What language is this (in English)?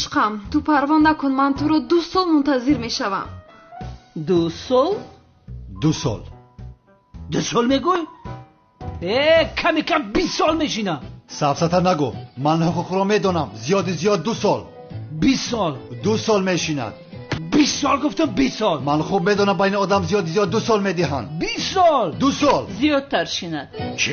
Tajik